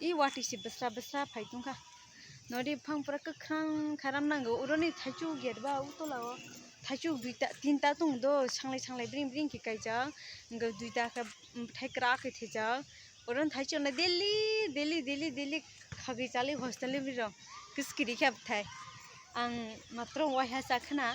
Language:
Kok Borok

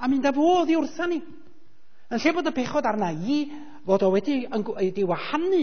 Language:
Welsh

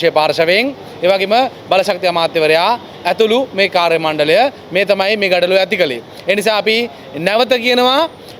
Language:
Sinhala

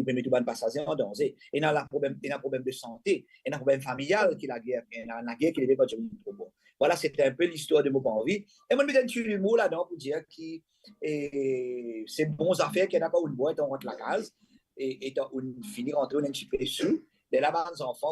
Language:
Morisyen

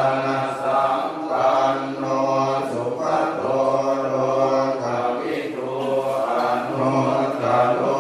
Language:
Pali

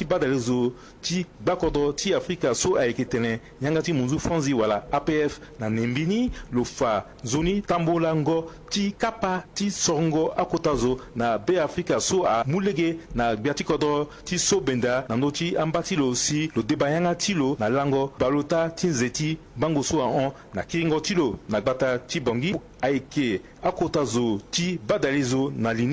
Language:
Sango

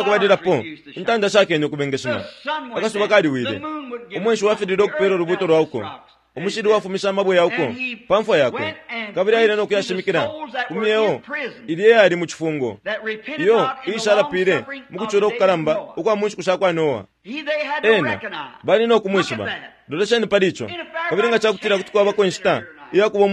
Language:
Bemba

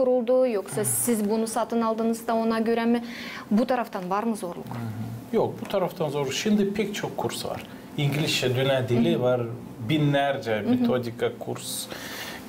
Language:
Gagauz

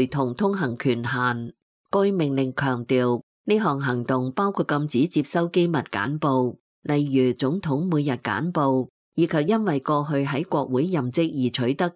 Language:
Cantonese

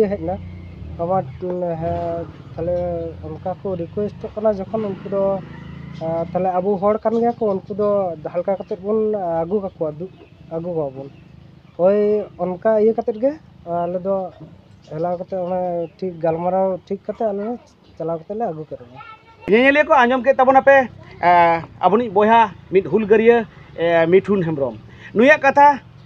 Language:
Santali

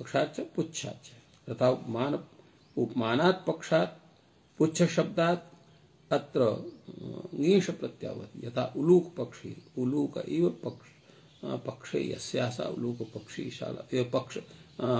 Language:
Sanskrit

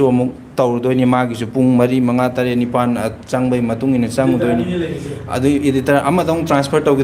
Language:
Manipuri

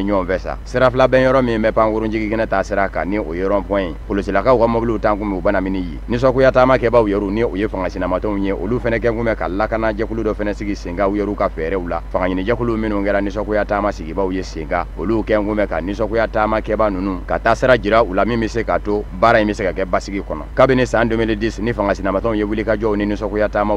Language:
Bambara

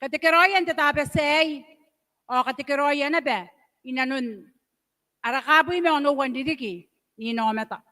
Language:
Gilbertese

